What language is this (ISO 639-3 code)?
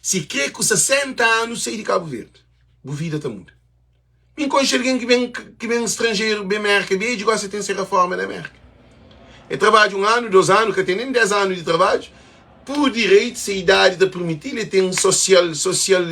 kea